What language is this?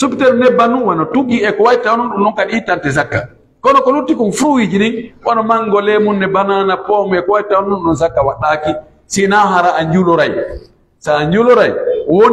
Pular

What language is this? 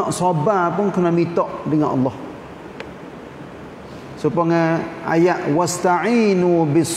Malay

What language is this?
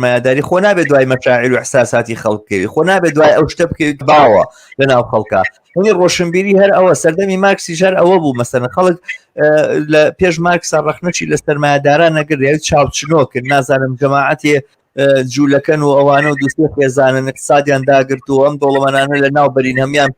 Central Kurdish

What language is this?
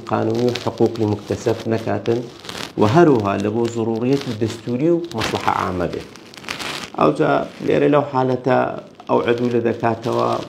Central Kurdish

